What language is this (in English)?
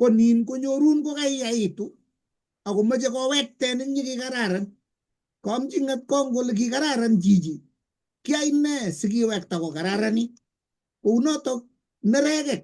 Kalenjin